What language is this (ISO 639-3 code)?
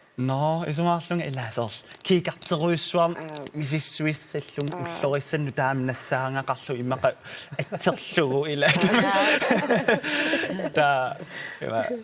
kal